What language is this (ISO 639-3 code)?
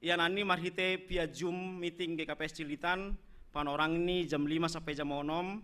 bts